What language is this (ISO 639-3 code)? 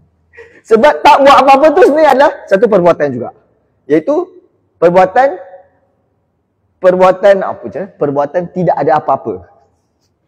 msa